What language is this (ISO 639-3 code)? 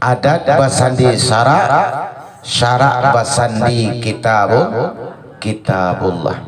min